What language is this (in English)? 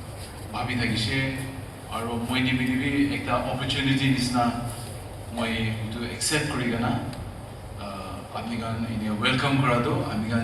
Naga Pidgin